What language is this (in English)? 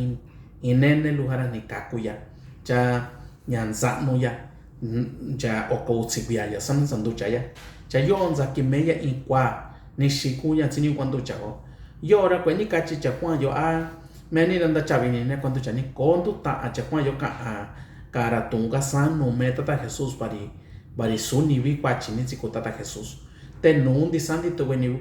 Mixtepec Mixtec